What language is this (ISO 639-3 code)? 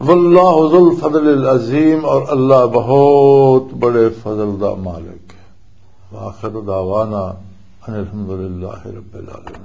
lah